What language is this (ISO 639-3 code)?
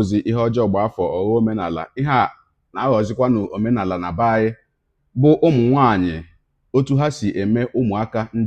ibo